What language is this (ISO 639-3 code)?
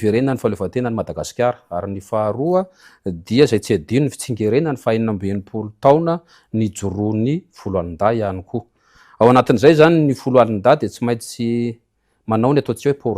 mlg